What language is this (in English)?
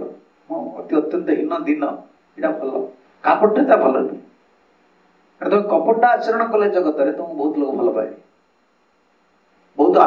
Odia